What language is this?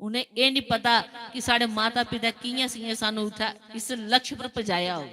Dogri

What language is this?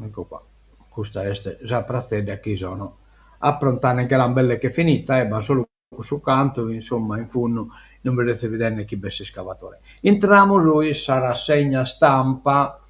Sardinian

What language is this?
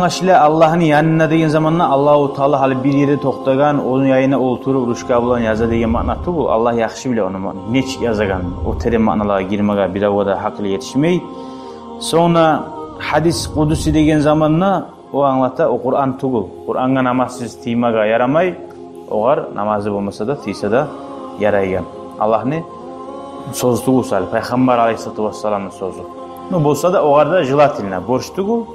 Kumyk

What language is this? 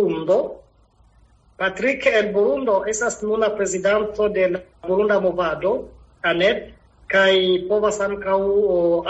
Esperanto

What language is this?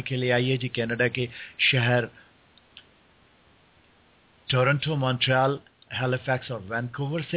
Hindi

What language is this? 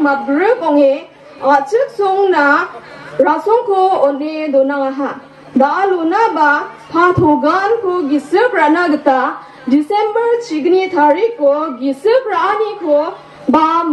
Garo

